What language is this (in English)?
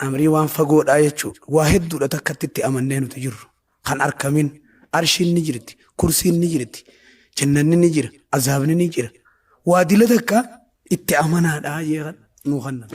Oromo